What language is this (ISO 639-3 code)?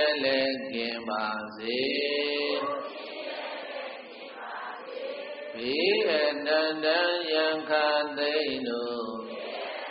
mya